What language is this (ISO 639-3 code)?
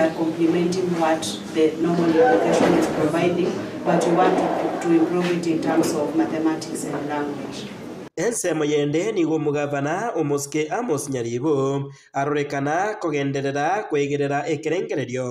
guz